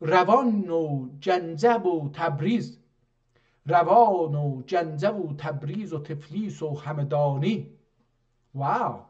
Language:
South Azerbaijani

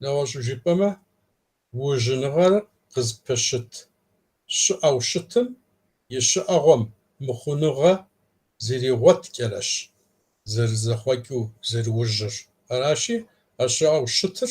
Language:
Kabardian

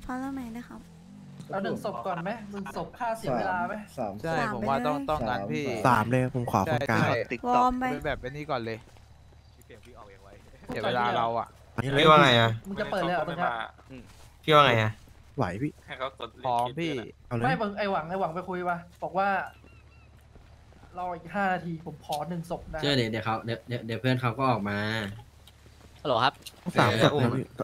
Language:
Thai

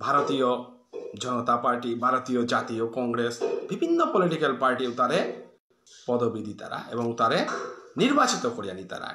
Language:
Bishnupriya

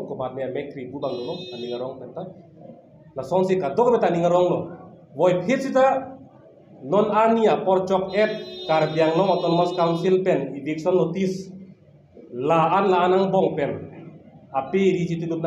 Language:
Karbi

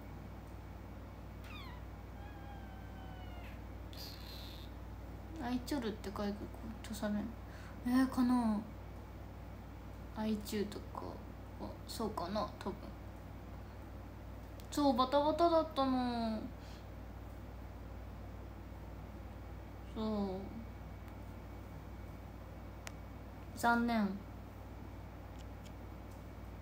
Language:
Japanese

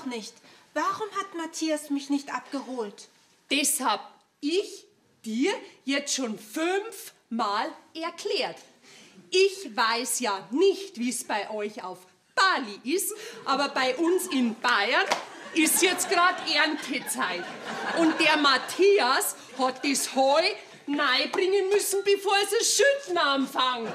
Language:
Bavarian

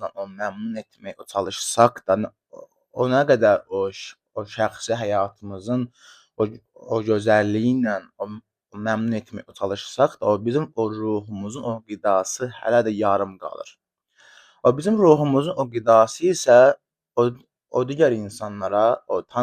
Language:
Azerbaijani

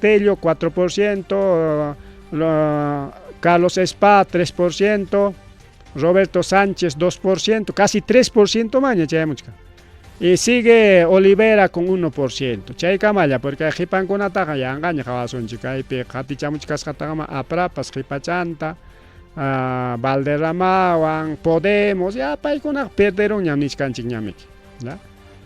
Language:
Ayacucho Quechua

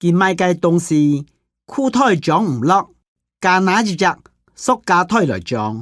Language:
Hakka Chinese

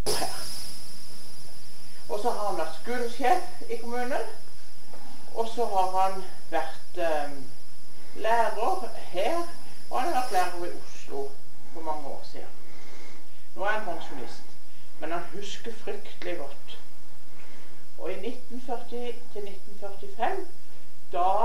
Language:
Norwegian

